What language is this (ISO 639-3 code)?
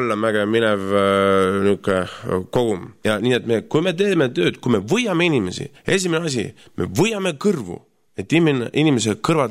est